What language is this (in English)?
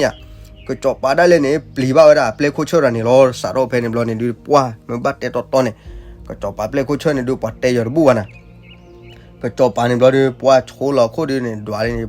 S'gaw Karen